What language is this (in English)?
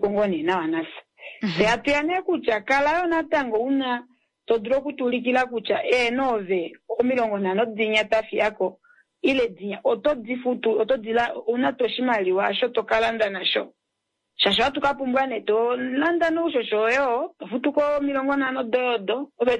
Kuanyama